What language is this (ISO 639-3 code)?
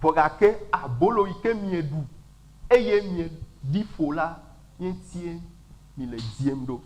ewe